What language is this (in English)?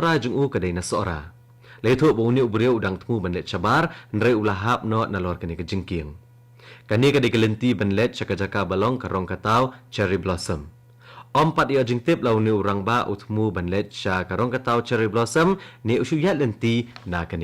Khasi